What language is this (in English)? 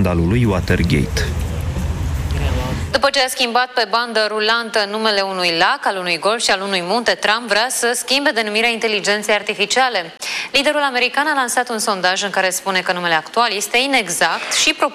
Romanian